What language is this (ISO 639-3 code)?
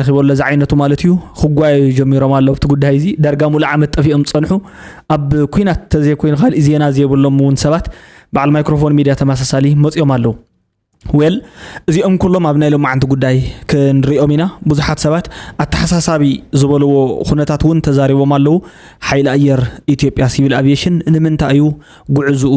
tir